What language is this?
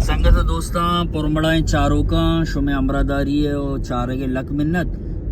Baluchi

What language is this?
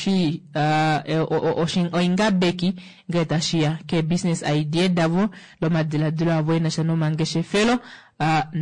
Kuanyama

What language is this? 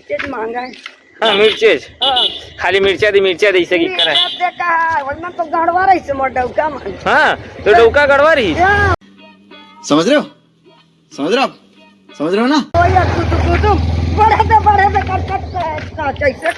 Chhattisgarhi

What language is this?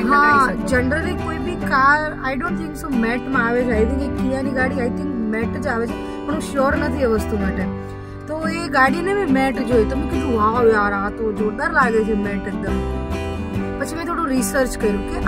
Gujarati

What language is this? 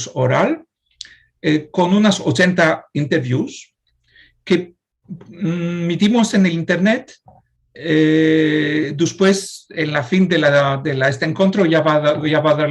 Ladino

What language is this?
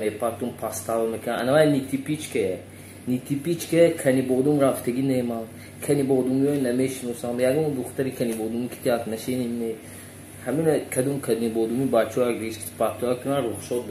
Tajik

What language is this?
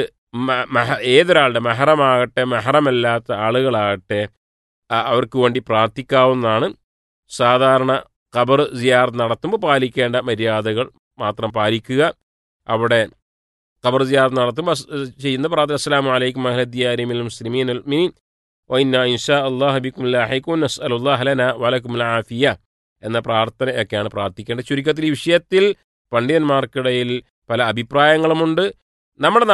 Malayalam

